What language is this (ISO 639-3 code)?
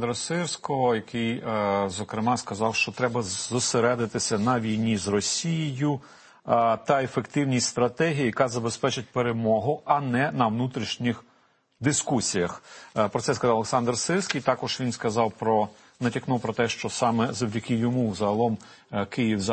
ukr